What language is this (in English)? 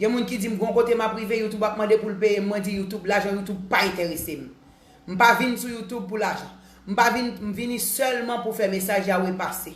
Haitian Creole